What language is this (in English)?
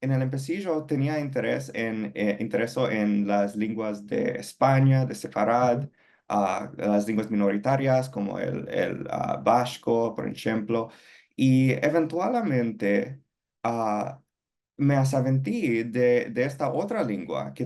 Ladino